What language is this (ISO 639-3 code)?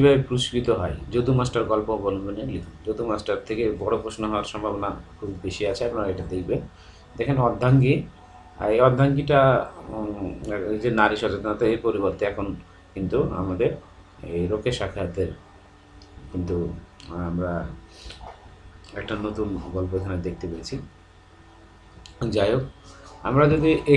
ben